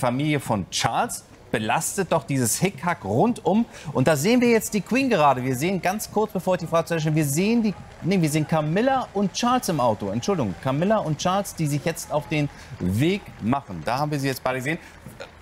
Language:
German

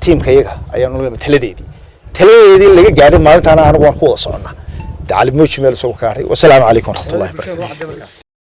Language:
Somali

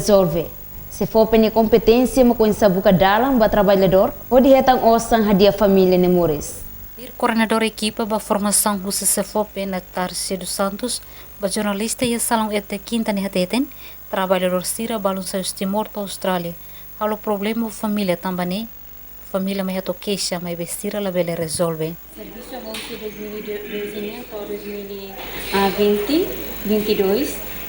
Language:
Tetum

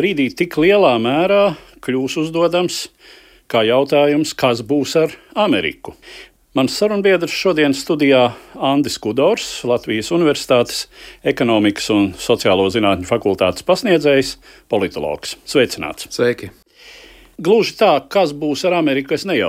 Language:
Latvian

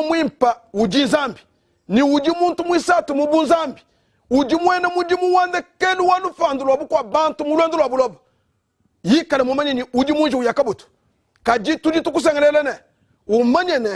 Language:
Luba-Lulua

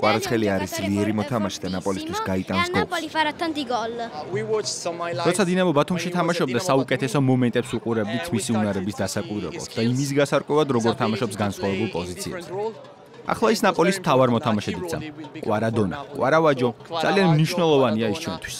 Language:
Georgian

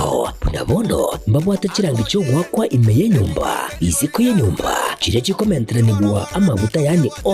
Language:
Gusii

